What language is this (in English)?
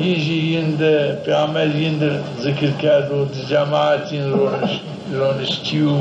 Zaza